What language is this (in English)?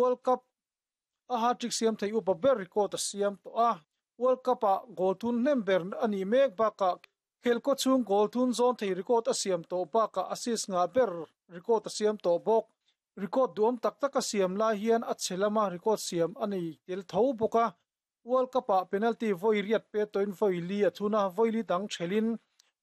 Mizo